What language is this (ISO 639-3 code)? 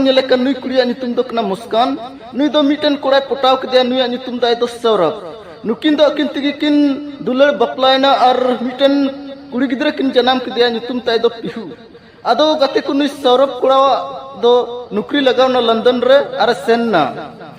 sat